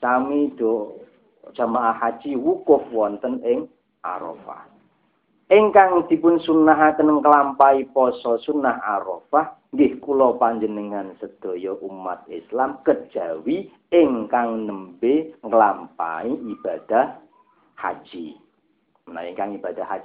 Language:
Javanese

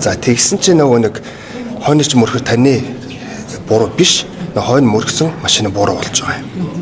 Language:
Mongolian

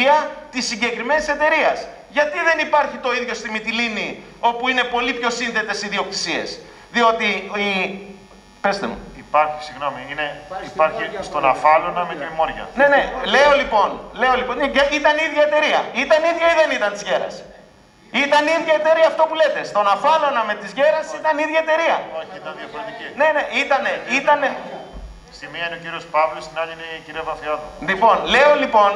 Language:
Greek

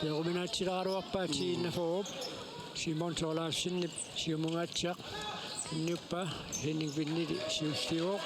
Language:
Kalaallisut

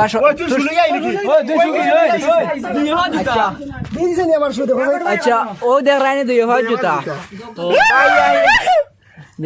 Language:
Sylheti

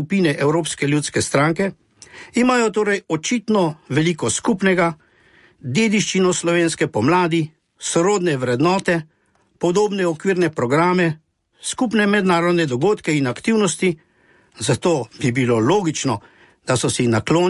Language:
Slovenian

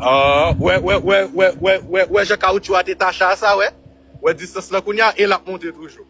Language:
Haitian Creole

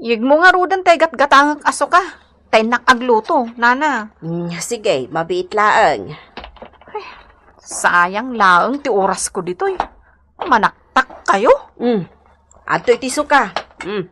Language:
Iloko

